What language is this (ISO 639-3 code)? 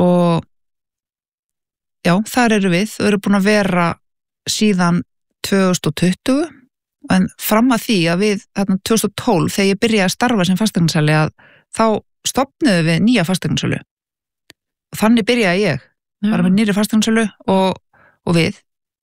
isl